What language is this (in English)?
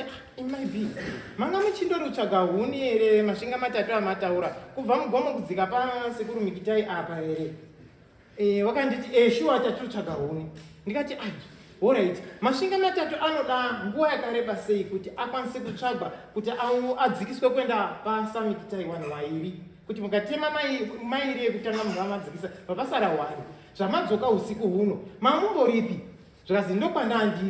Shona